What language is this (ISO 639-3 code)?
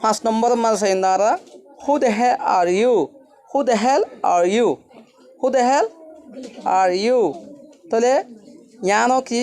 rhg